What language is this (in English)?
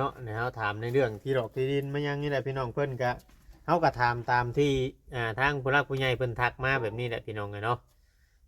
Lao